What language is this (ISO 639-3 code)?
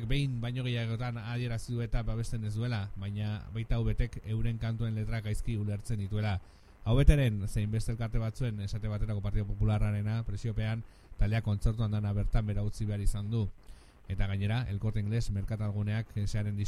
eus